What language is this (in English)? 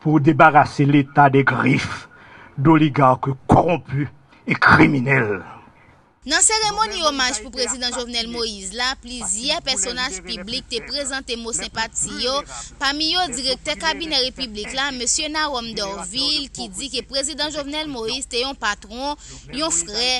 Haitian Creole